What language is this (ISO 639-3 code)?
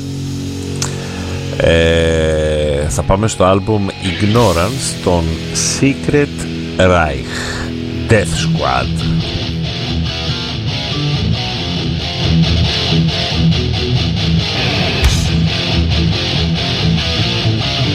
ell